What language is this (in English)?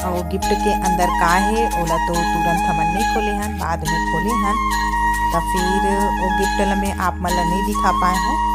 Chhattisgarhi